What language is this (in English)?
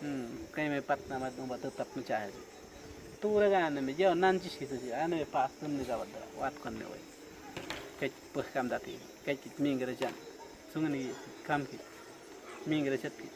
Awa-Cuaiquer